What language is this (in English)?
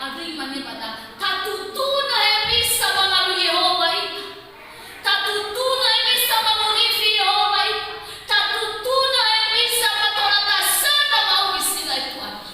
Nias